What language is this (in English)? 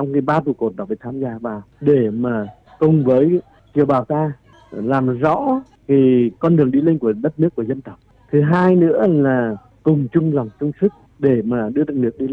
Vietnamese